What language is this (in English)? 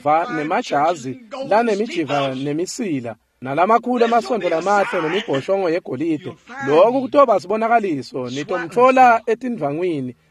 Swati